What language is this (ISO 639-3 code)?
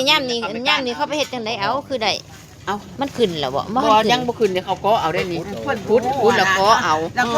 tts